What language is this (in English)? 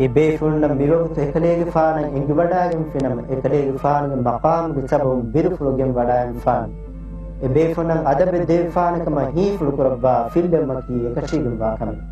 Divehi